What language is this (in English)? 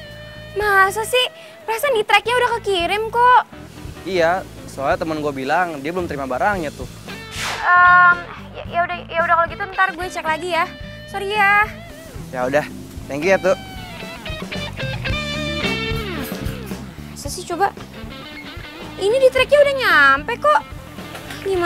Indonesian